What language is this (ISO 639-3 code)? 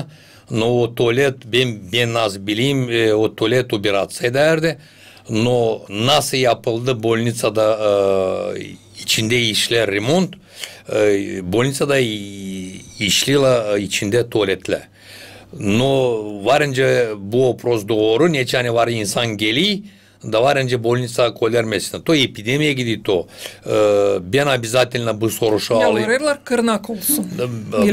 gag